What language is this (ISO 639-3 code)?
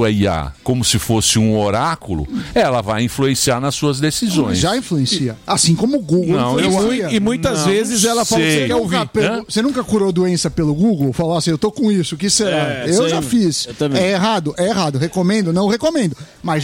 por